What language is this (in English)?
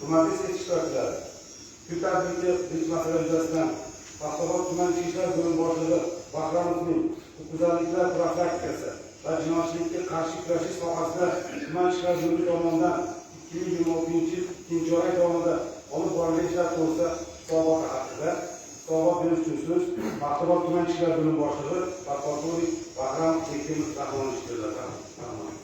Uzbek